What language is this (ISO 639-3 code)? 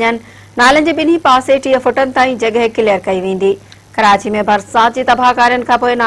snd